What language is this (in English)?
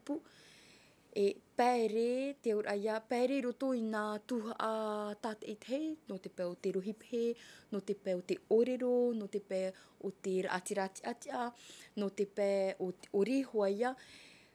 Tahitian